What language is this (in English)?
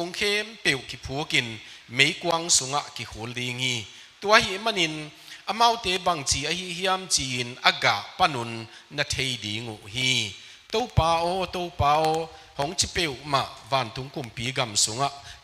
Tedim Chin